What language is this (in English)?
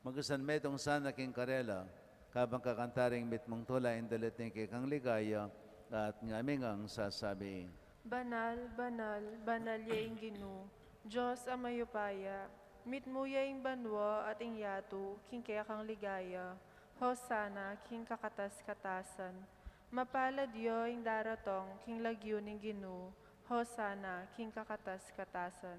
Pampanga